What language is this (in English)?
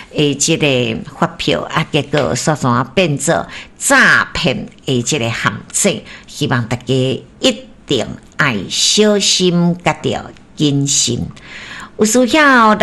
Min Nan Chinese